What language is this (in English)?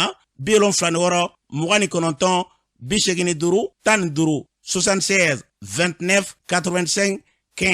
Bambara